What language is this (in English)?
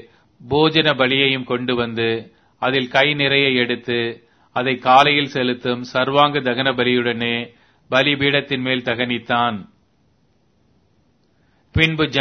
Tamil